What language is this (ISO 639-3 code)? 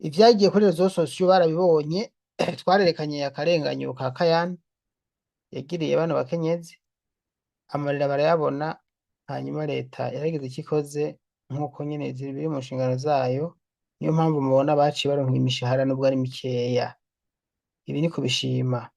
run